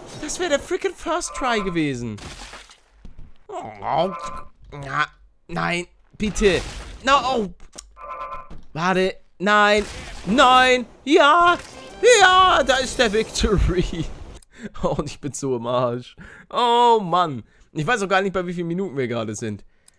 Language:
German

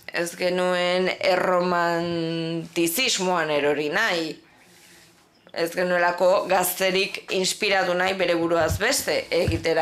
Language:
Basque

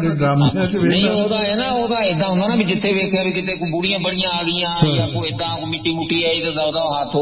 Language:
Punjabi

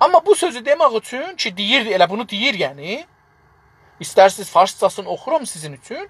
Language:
South Azerbaijani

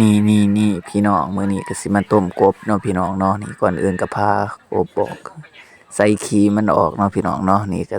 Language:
Lao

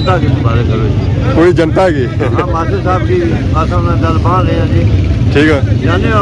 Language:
Pahari-Potwari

